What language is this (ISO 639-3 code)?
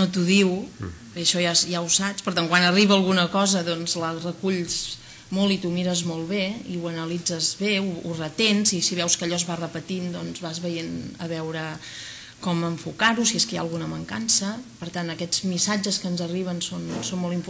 cat